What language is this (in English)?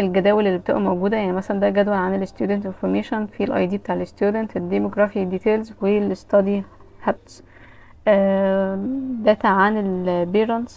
Egyptian Arabic